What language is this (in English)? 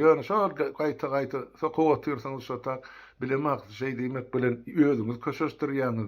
Turkmen